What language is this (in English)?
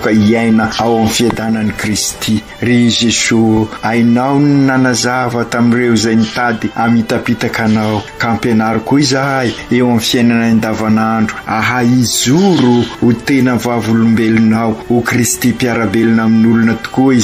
Malagasy